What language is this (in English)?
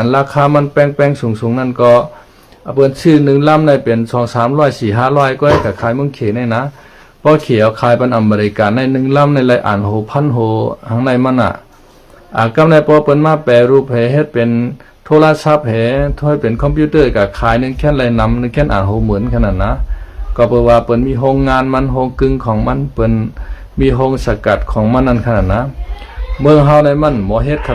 Shan